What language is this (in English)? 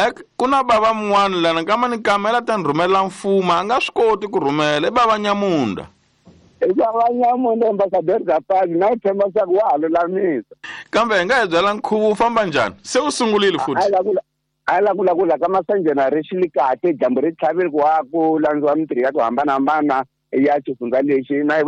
Tsonga